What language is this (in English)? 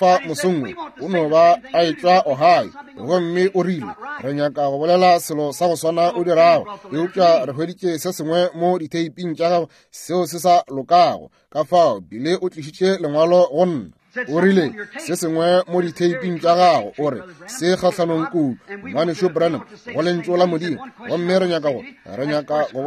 Northern Sotho